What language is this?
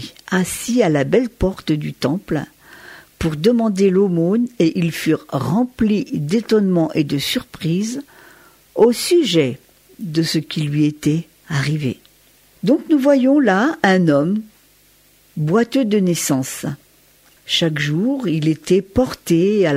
French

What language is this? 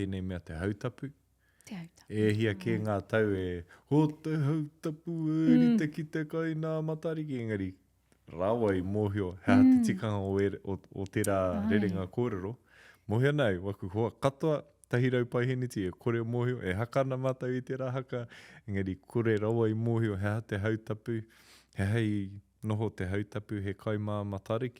Māori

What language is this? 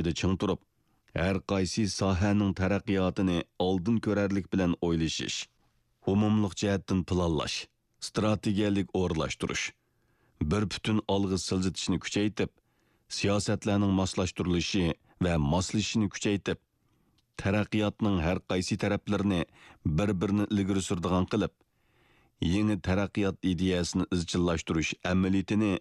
Uyghur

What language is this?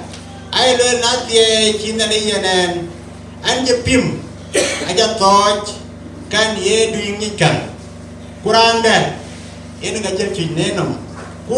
Dinka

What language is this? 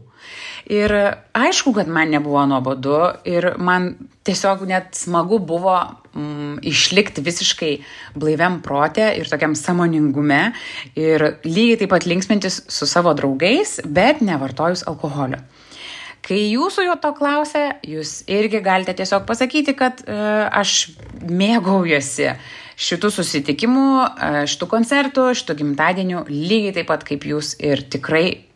Lithuanian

